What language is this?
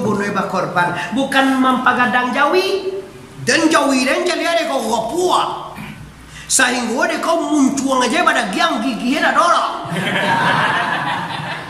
Minangkabau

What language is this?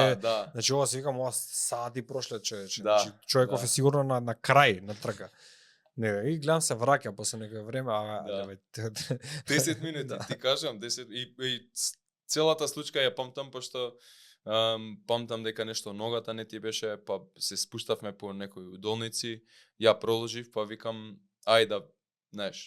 Macedonian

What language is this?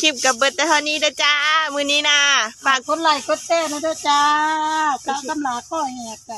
Northeastern Thai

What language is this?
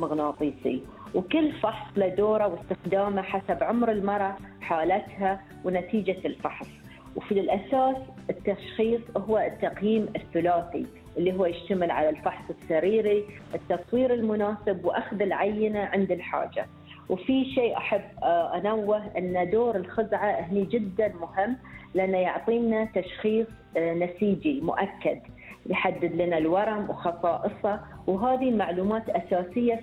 Gulf Arabic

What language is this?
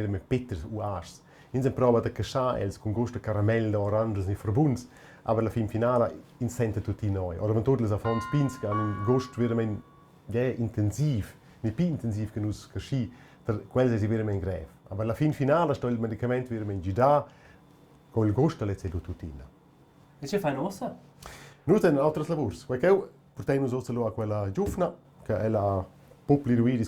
Romansh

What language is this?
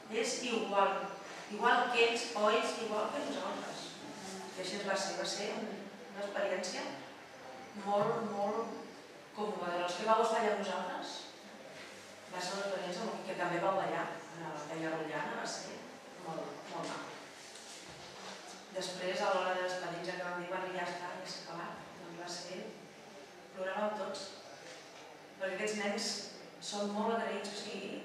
Catalan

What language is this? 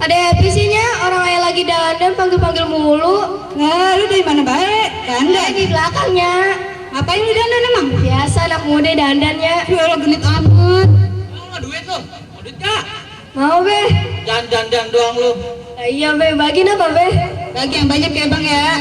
Betawi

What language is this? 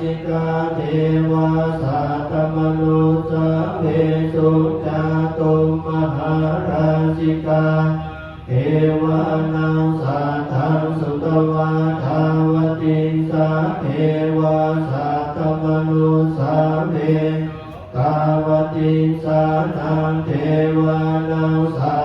Pali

